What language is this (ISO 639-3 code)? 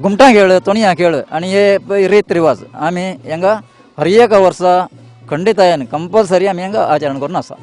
kok